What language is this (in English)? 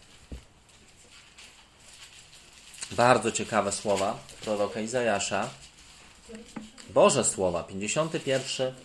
Polish